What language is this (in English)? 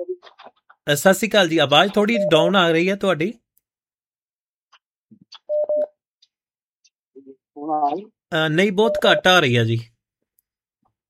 Punjabi